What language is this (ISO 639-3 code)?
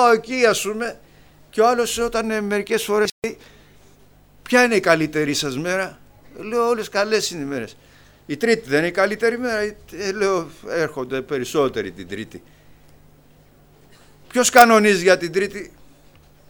ell